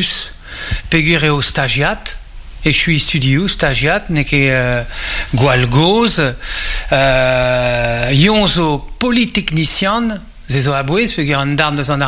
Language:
Breton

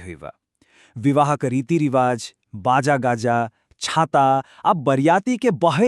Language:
Maithili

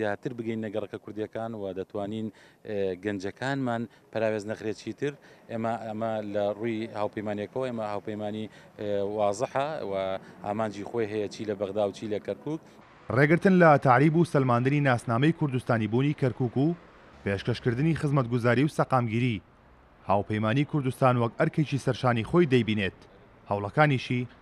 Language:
Central Kurdish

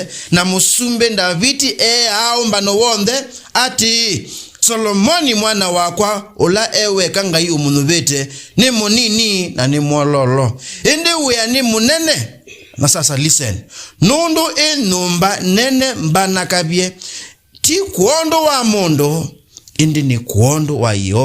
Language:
Kamba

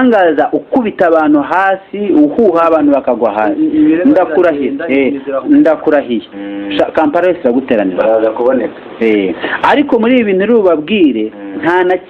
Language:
Kinyarwanda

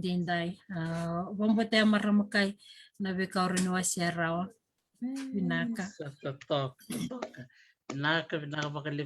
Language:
Fijian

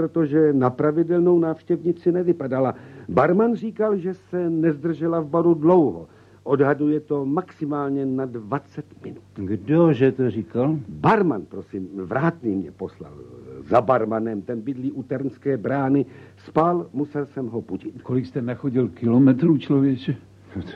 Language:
Czech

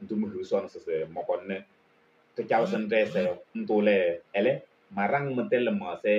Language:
Kabiyè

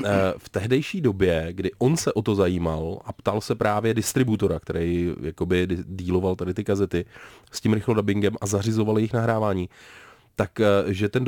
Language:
Czech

